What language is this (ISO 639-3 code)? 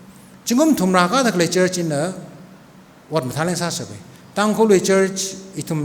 nmf